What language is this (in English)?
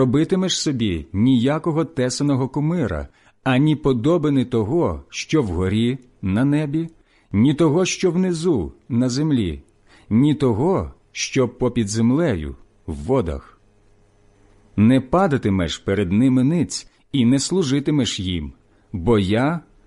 Ukrainian